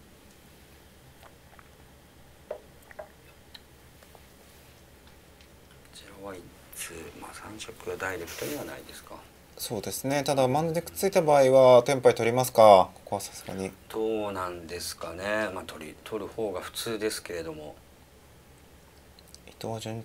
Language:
Japanese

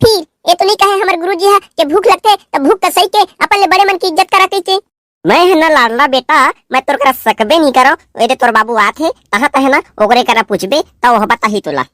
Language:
Chhattisgarhi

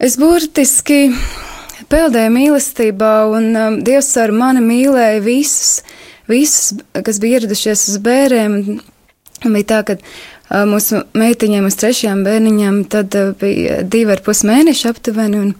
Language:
Latvian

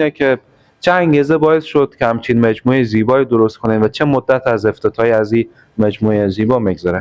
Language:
Persian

